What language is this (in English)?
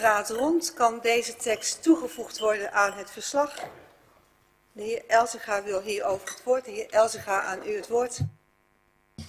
Dutch